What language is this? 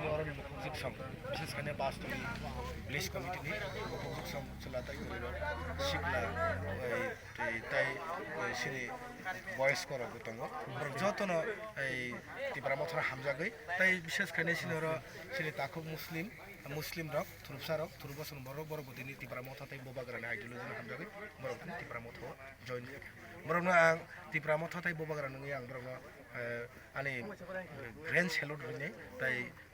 Kok Borok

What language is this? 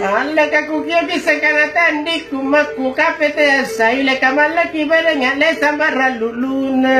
Makasar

